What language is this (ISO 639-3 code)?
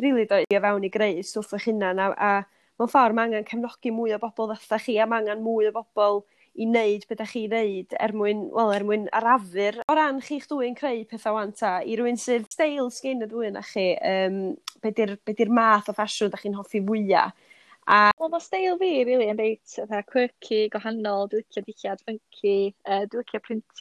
cym